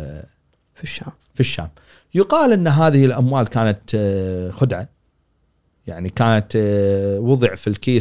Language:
Gulf Arabic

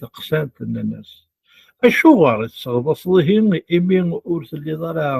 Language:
Kabyle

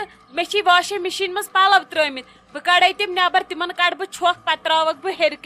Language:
Kashmiri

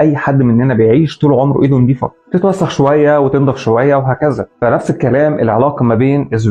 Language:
Egyptian Arabic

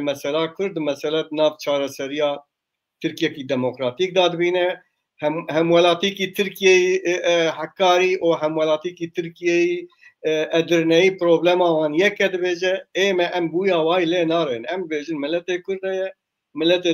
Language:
Kurdish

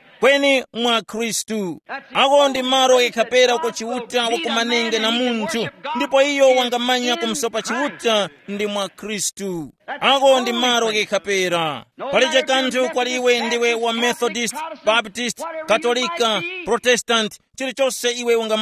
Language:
Tumbuka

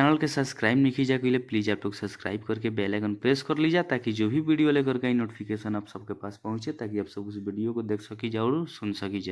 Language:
Bhojpuri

